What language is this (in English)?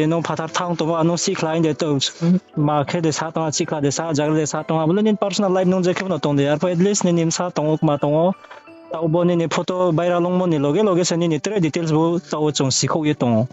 Riang (India)